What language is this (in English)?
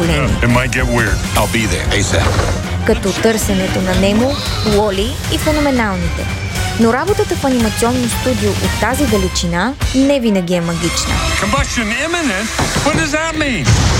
Bulgarian